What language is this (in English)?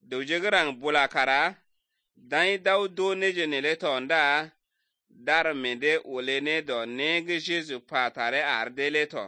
Slovenian